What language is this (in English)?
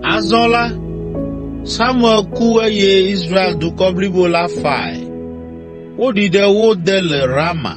Ewe